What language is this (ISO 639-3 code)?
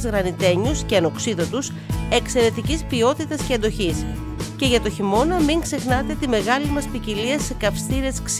ell